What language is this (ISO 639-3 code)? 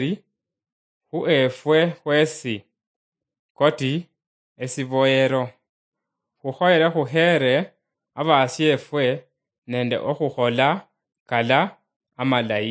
luy